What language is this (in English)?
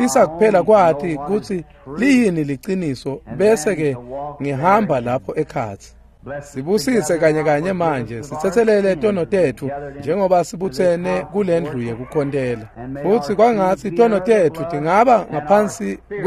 Swati